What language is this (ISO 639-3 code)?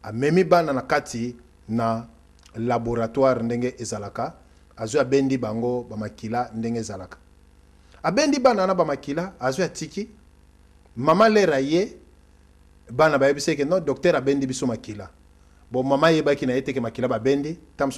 lin